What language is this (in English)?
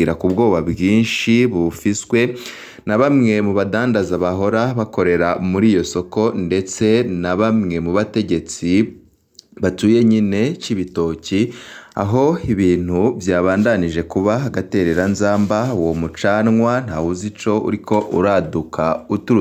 Rundi